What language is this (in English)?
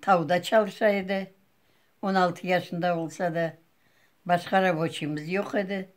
Crimean Tatar